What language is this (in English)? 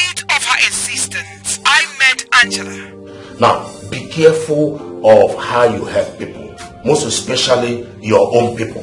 Nigerian Pidgin